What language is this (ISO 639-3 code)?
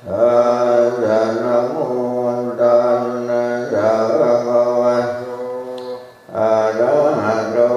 pli